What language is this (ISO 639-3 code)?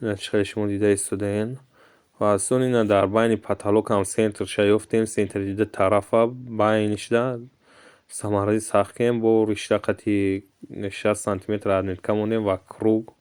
tgk